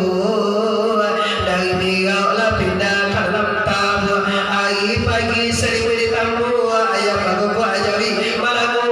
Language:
Minangkabau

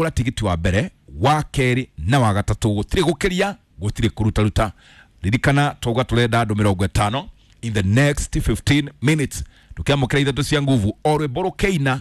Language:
Kikuyu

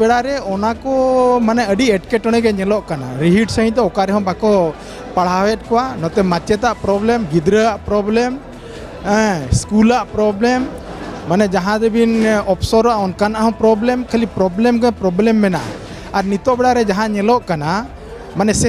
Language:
Santali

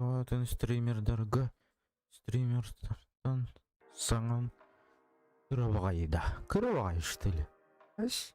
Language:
Yakut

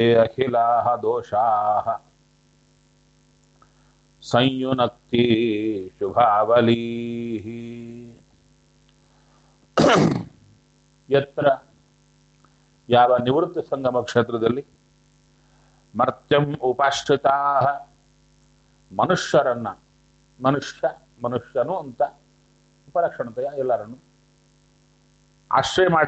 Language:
Kannada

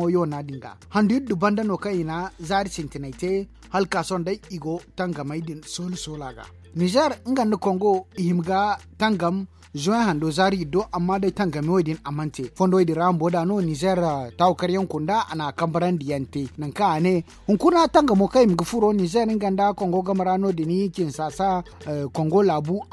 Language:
Zarma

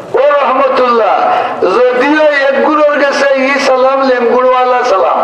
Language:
Sylheti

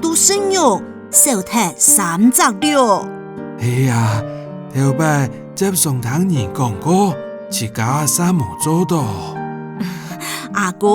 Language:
Hakka Chinese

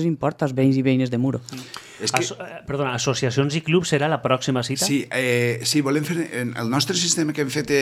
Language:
Catalan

